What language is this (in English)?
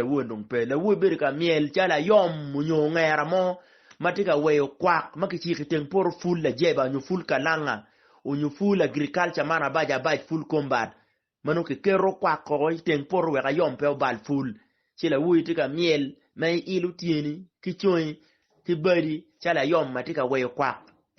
Acoli